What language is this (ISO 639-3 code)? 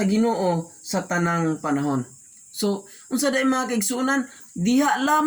ceb